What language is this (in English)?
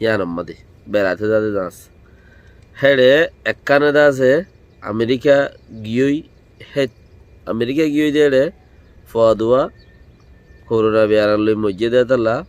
Rohingya